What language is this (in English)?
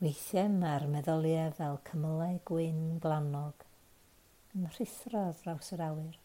Welsh